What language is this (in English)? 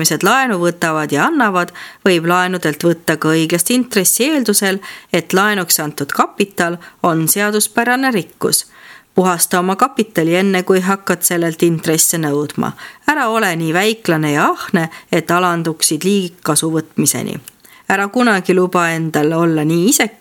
Estonian